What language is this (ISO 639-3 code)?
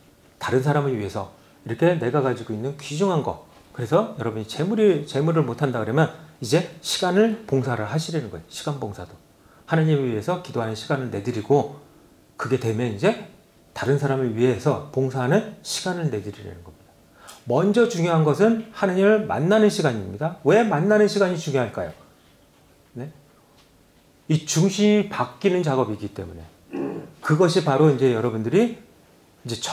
kor